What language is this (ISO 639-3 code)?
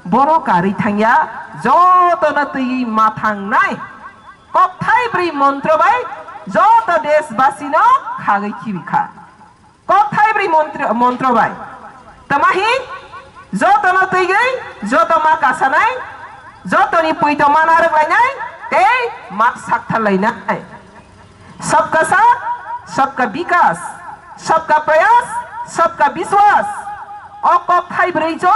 trp